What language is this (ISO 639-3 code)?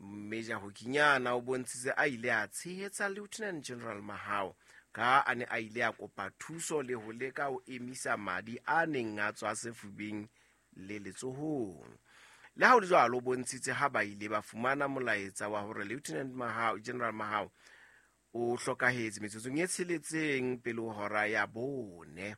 sot